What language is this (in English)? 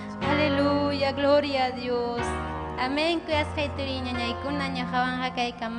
Ayacucho Quechua